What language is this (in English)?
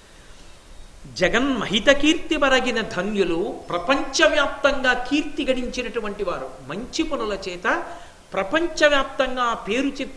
Telugu